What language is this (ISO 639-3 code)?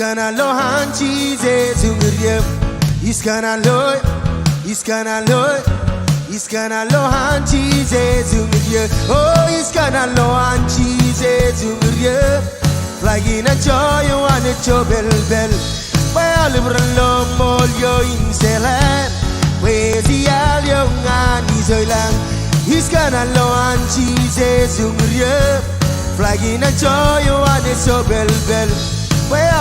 mah